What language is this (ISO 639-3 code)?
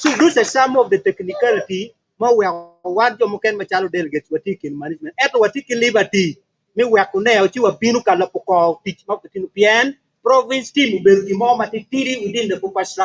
ach